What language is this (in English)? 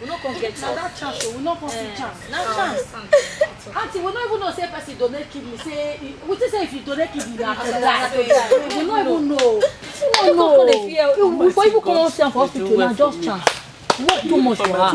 Nigerian Pidgin